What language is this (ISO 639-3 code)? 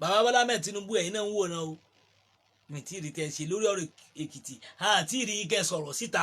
yor